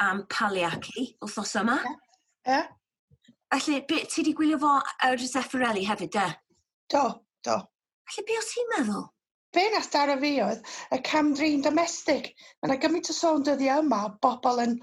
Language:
Welsh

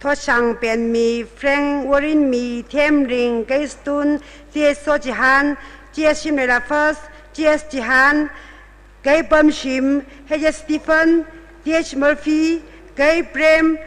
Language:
Tangkhul Naga (India)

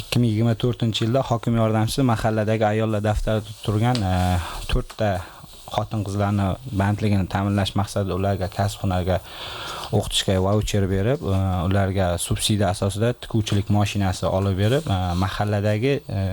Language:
Uzbek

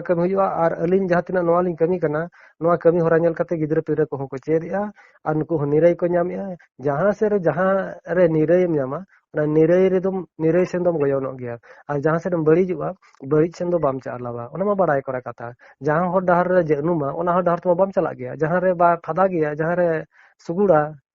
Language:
Santali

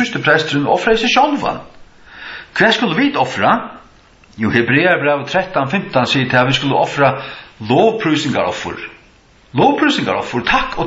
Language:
Faroese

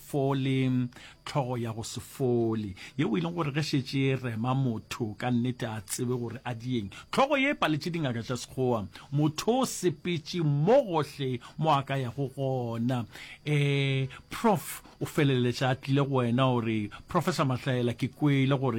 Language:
Northern Sotho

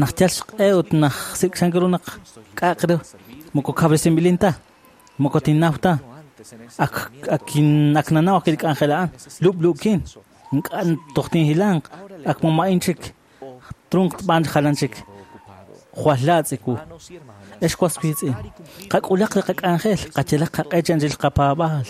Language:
Kekchí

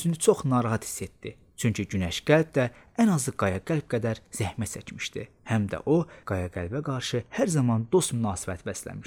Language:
Azerbaijani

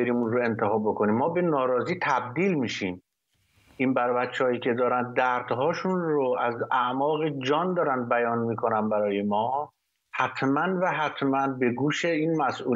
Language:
Persian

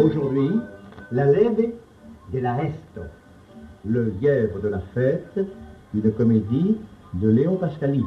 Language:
Occitan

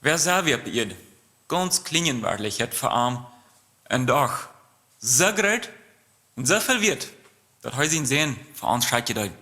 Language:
Plautdietsch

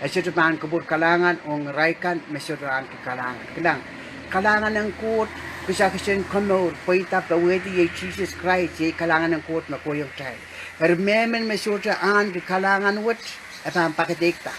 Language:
Pohnpeian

